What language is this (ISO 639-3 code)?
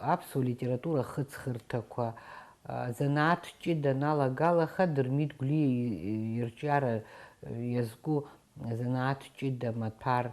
abk